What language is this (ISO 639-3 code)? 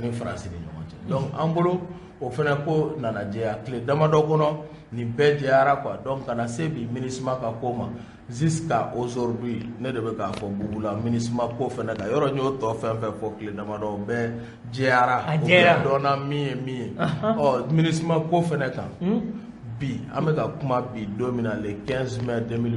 bam